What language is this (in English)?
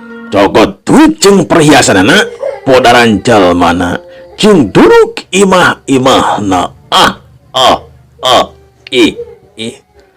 Sundanese